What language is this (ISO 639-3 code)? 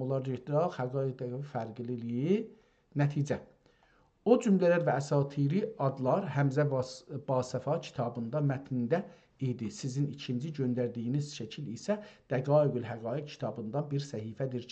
azb